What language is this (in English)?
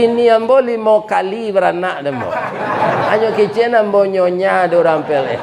Minangkabau